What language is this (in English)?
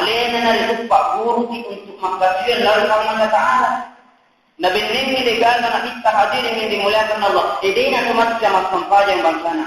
Buginese